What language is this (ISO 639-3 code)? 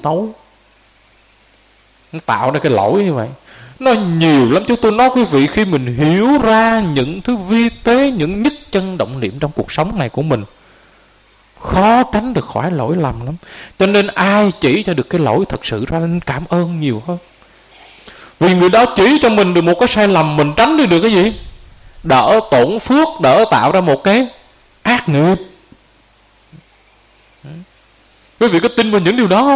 vie